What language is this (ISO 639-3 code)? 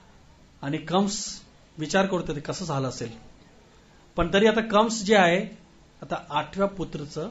mar